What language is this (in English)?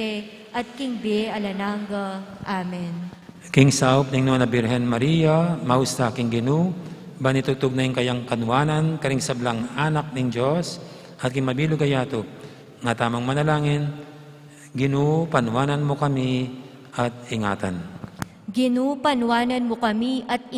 Pampanga